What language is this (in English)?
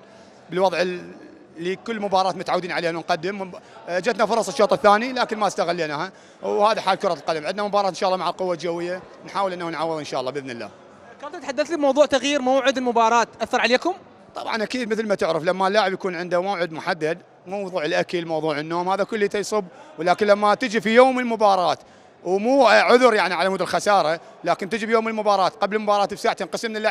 Mesopotamian Arabic